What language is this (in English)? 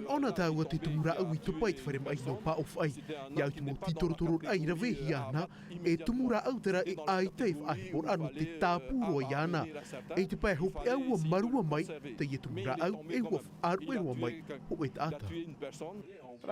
Tahitian